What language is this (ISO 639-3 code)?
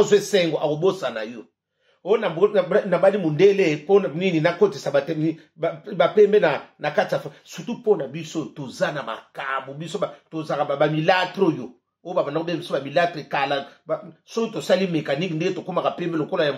lin